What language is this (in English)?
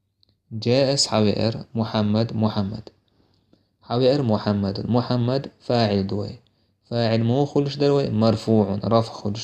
Chechen